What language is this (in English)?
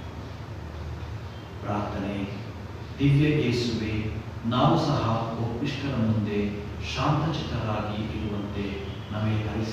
Kannada